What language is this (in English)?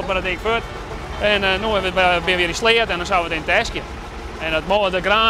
Western Frisian